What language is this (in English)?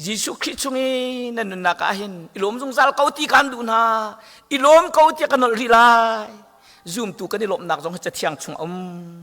Hakha Chin